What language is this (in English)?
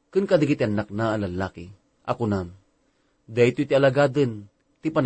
Iloko